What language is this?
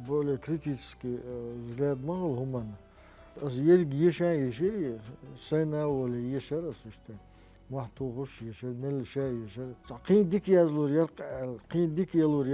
Chechen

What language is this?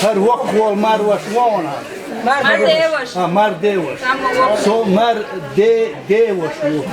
Chechen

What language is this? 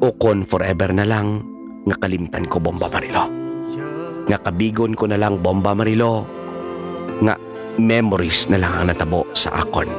Hiligaynon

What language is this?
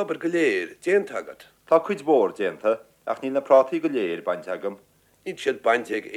Irish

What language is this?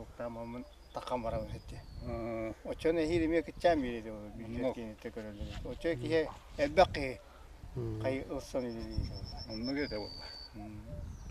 Yakut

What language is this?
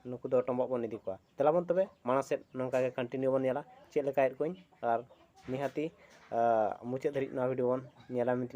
Santali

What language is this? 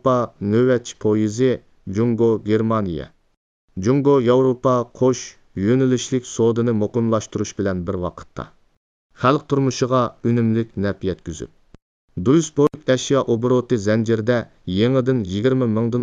Uyghur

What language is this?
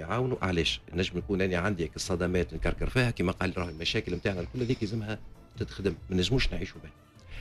Tunisian Arabic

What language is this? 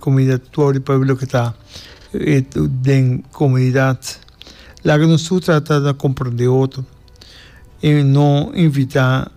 Papiamento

